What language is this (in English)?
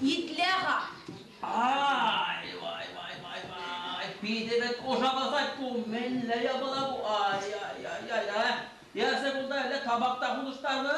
Chuvash